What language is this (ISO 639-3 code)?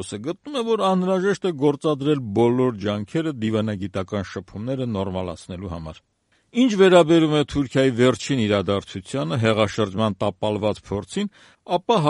hye